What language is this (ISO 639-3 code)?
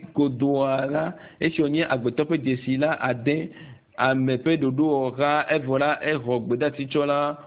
ewe